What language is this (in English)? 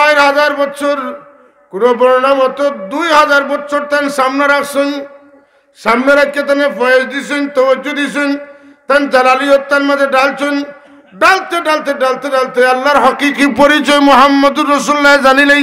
Sylheti